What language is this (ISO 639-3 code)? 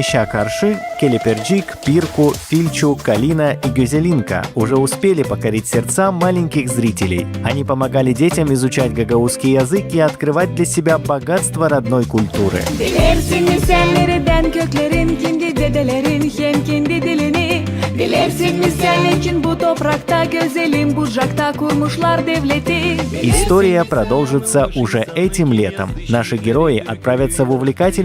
gag